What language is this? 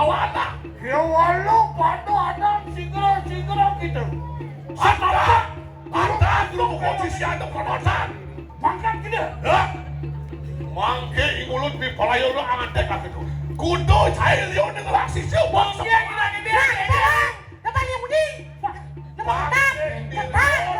Balinese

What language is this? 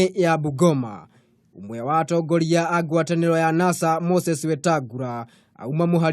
Kikuyu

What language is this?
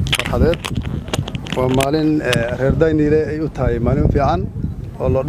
Somali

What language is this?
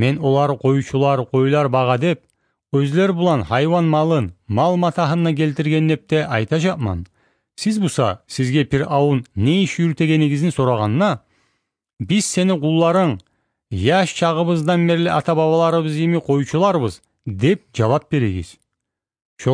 Kumyk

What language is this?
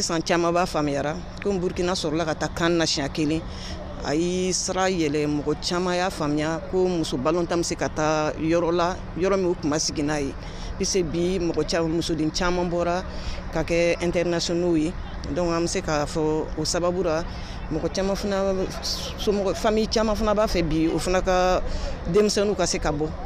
Bambara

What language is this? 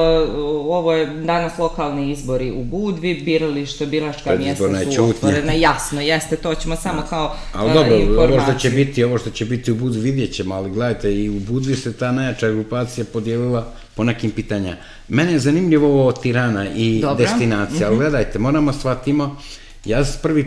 Serbian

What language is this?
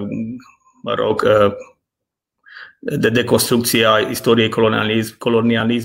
Romanian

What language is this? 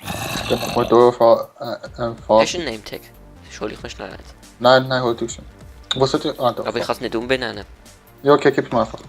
Swiss German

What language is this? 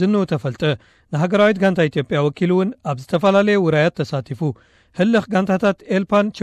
Tigrinya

